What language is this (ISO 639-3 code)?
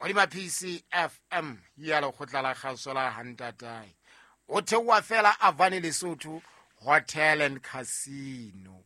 sot